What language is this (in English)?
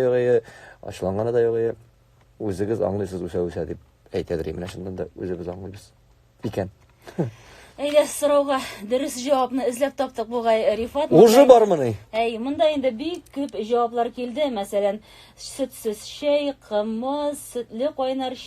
Tatar